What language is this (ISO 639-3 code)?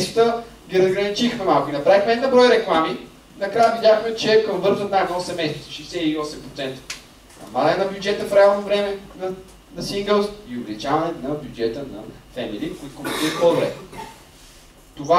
bul